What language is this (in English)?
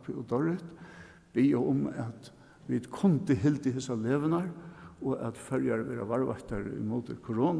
Faroese